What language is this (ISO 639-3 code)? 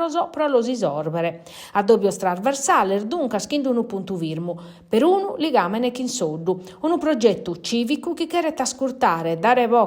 srd